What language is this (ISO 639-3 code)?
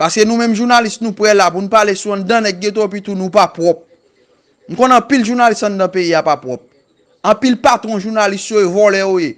hat